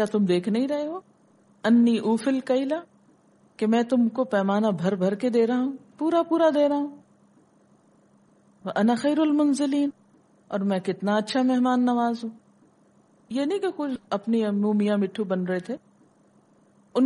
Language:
Urdu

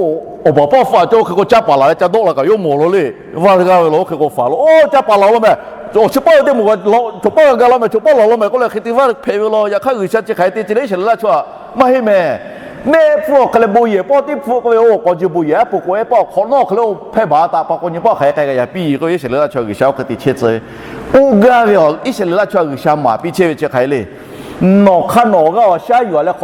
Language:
Lahu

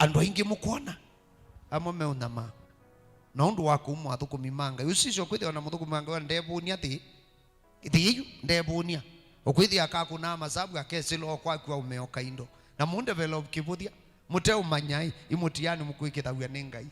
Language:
Kamba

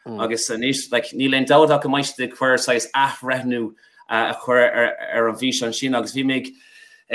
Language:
Irish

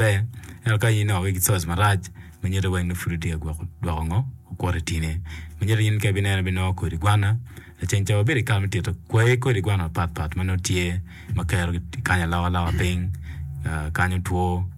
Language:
Acoli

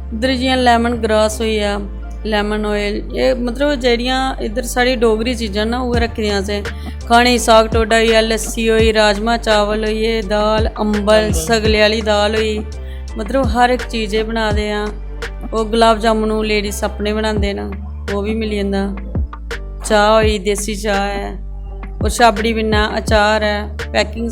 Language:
Dogri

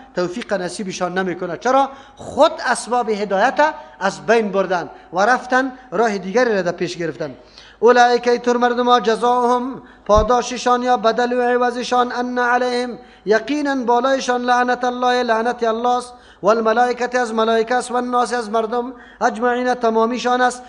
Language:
Persian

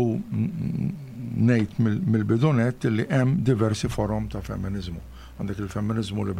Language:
Maltese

